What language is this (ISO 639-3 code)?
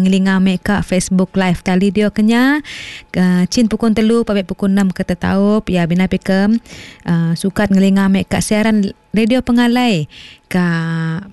iba